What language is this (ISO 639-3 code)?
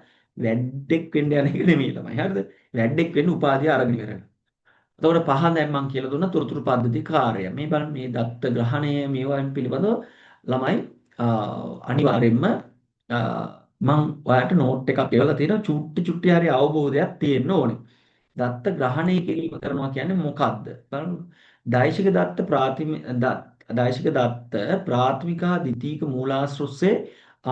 sin